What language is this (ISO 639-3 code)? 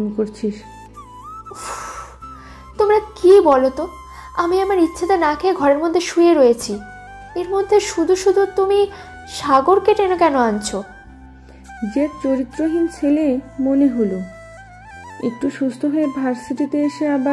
ben